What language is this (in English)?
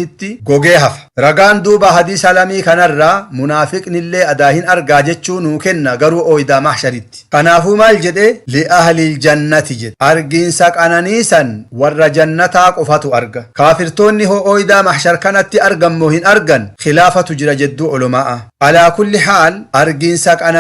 Oromo